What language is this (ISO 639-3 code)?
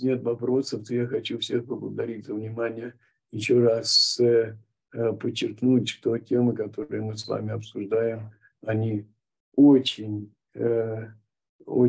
rus